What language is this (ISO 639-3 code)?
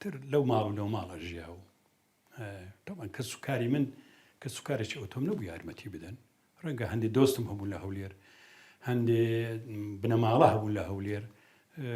ckb